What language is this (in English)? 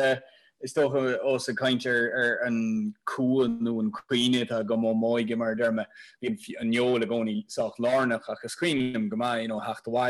Irish